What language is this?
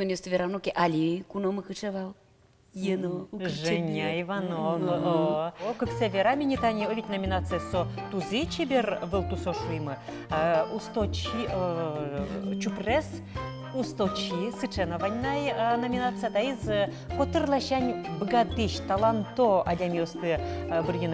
Udmurt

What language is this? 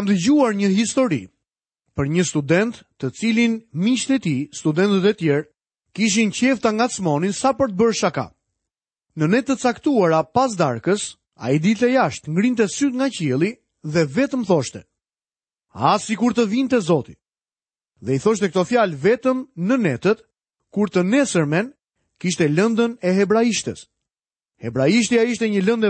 Albanian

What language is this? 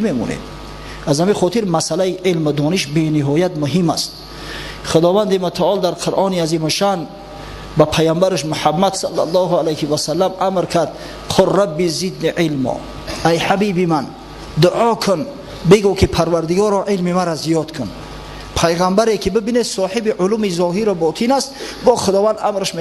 Tajik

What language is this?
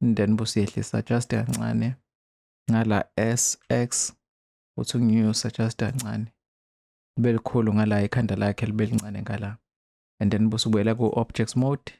Zulu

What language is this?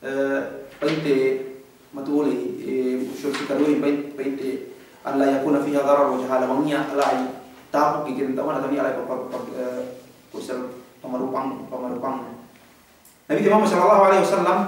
Yakan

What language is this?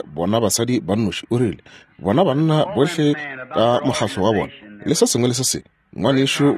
Northern Sotho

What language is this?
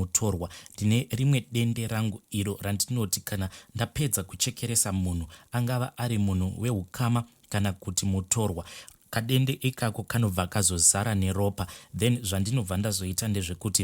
Shona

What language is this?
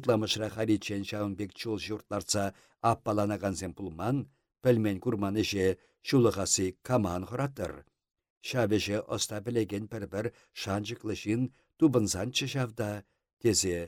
Chuvash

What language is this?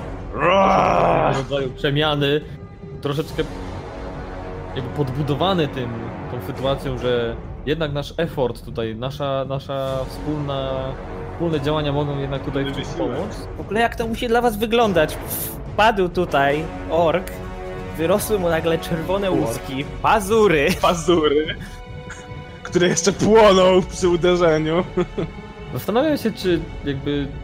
Polish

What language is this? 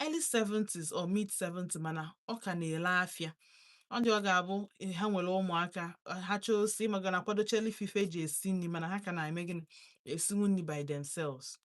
Igbo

